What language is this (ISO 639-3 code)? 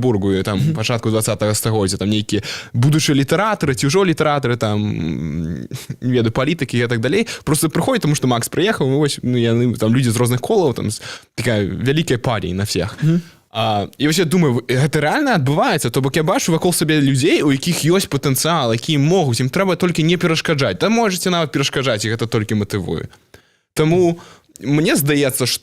bel